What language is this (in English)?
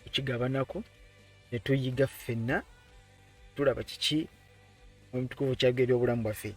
Ganda